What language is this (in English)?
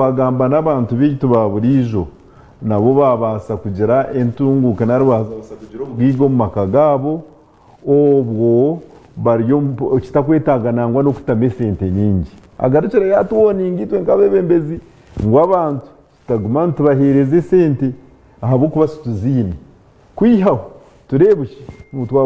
Nyankole